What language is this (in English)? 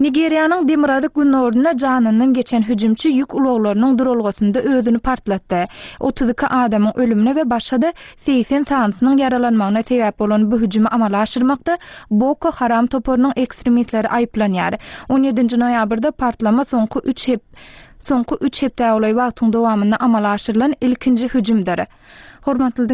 Turkmen